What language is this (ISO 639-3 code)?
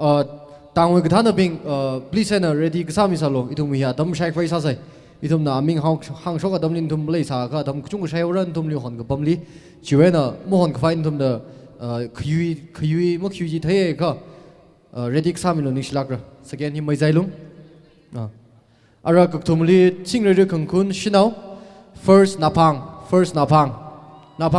nmf